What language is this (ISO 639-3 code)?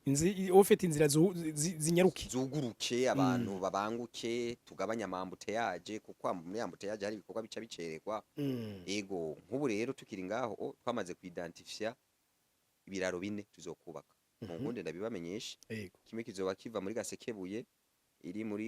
run